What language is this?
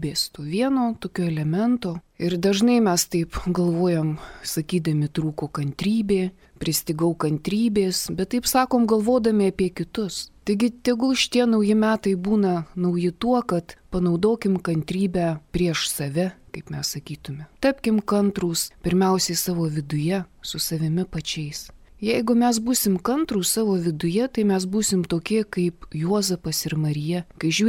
Lithuanian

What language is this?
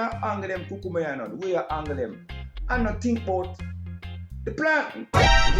Jamaican Creole English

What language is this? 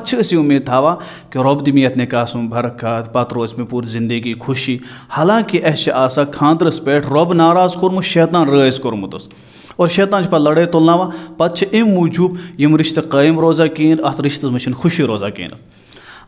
Kashmiri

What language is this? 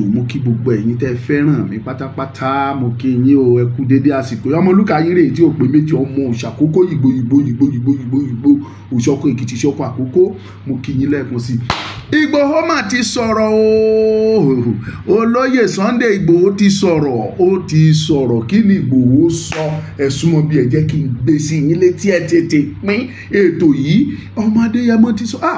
Yoruba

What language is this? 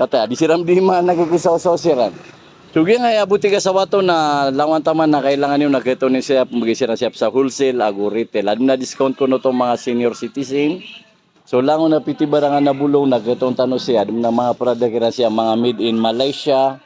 Maranao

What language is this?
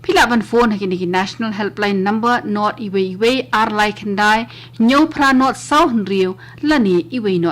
Khasi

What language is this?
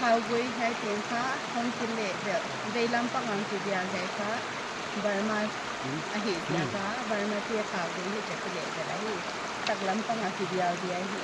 Paite Chin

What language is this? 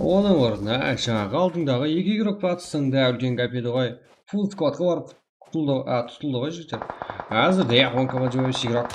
Kara-Kalpak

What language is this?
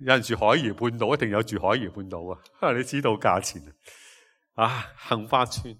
Cantonese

